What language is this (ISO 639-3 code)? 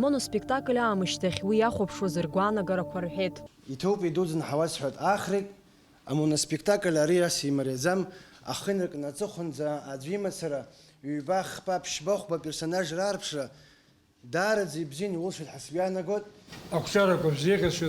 abk